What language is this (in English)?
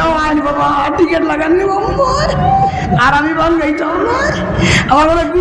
Sylheti